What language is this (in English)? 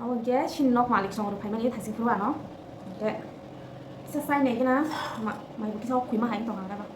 Kok Borok